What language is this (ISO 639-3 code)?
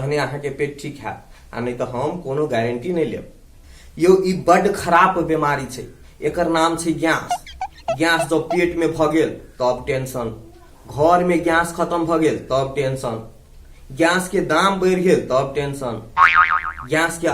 mai